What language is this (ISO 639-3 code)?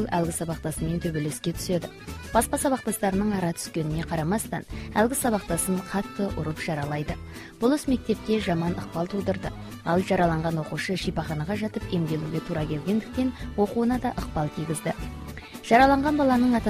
kaz